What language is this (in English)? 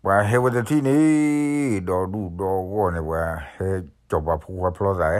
S'gaw Karen